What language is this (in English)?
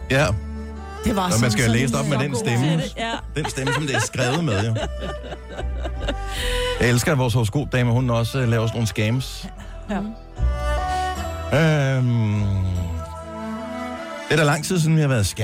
Danish